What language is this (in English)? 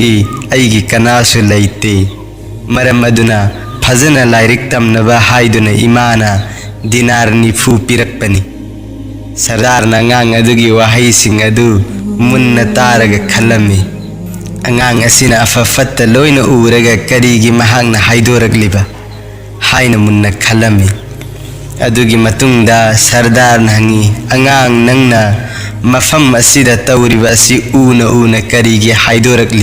Manipuri